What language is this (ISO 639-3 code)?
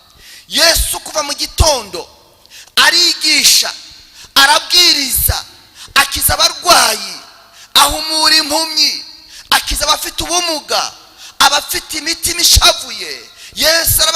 kin